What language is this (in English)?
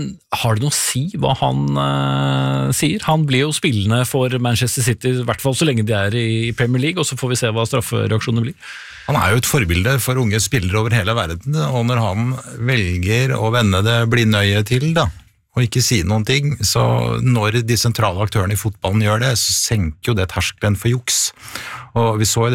Norwegian